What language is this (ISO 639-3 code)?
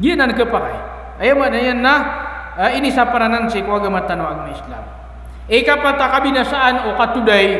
mrw